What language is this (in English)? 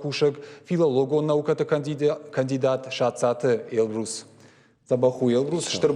Ossetic